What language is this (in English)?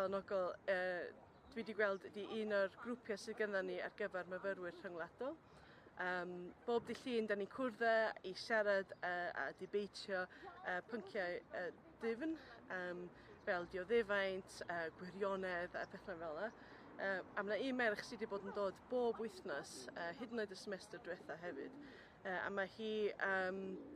Welsh